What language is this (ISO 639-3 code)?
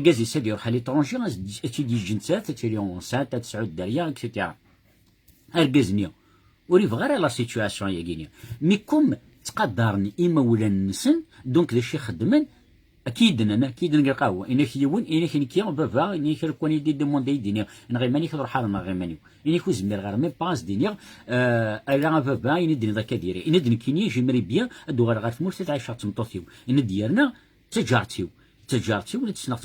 kab